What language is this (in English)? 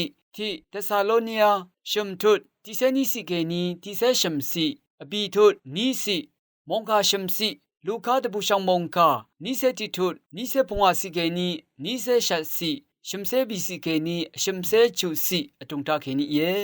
Rawang